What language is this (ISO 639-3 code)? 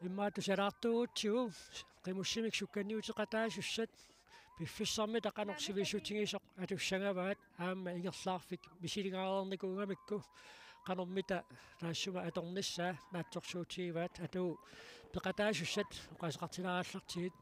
kal